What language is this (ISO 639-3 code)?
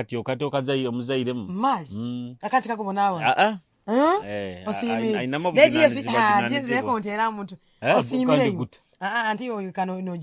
nyo